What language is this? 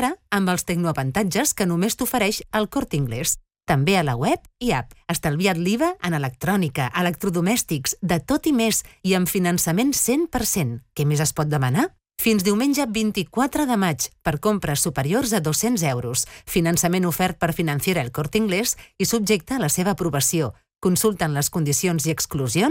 Catalan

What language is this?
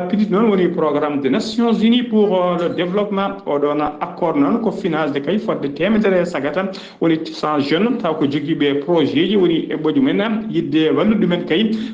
Fula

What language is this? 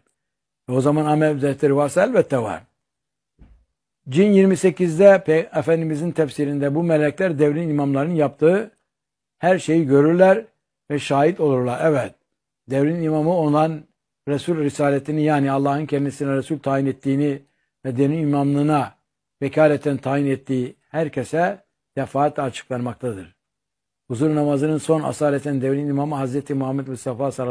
Turkish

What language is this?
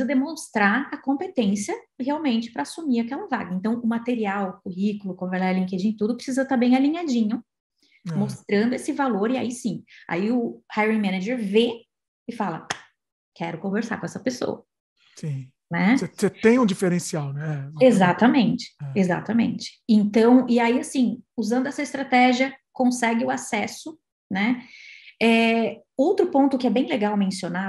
Portuguese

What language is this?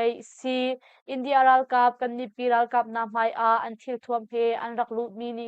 Hakha Chin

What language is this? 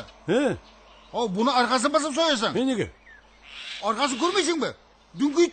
Kara-Kalpak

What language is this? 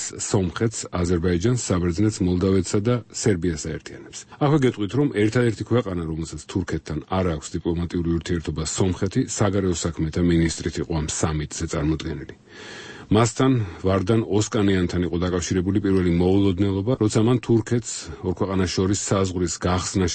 Georgian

